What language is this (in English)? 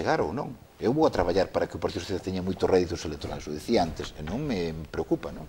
Galician